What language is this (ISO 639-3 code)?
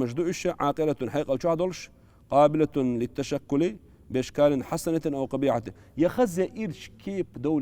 che